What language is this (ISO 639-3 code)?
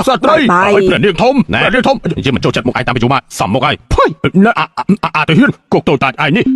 khm